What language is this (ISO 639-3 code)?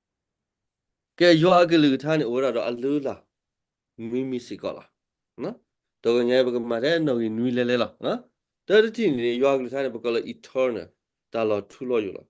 ksw